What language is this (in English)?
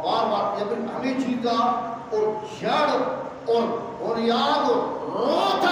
Eastern Balochi